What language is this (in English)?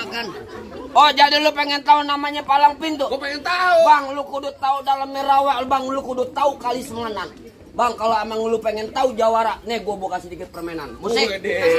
Betawi